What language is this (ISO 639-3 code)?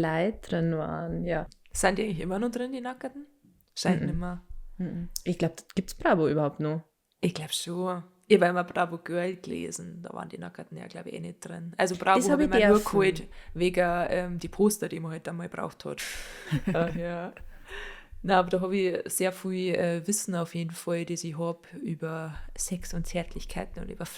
bar